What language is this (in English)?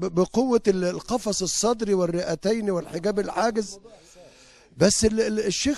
Egyptian Arabic